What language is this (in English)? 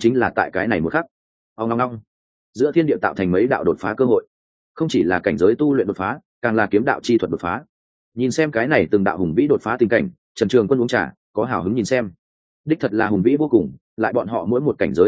Vietnamese